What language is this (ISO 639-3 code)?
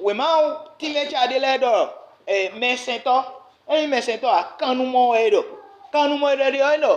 fon